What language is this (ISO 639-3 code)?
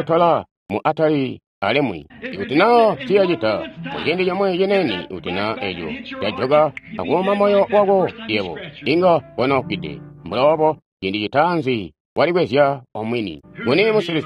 toi